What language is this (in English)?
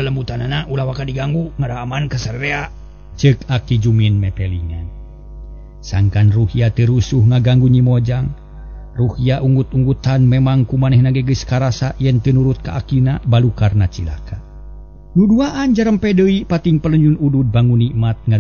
Sundanese